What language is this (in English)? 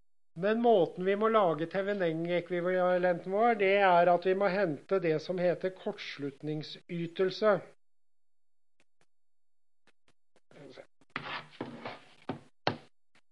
Norwegian